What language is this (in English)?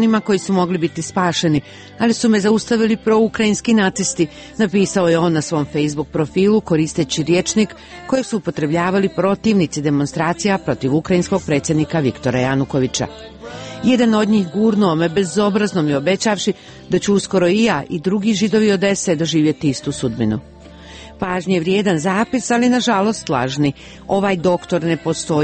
Croatian